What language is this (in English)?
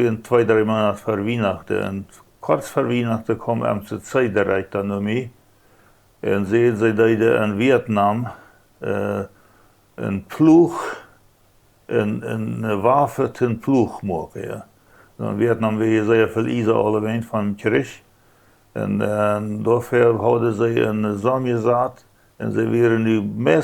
Plautdietsch